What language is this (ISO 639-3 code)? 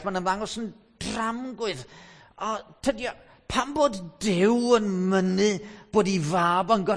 cym